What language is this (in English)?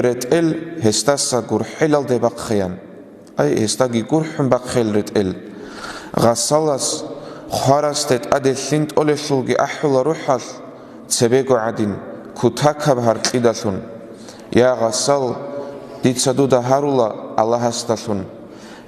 Avaric